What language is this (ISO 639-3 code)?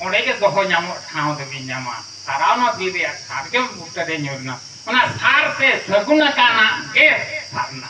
sat